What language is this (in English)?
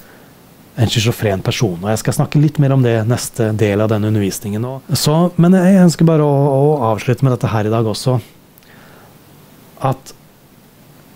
Norwegian